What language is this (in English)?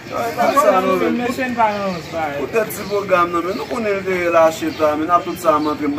Haitian Creole